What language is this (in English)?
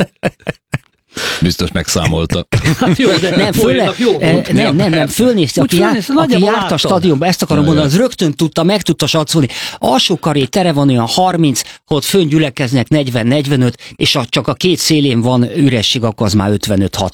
Hungarian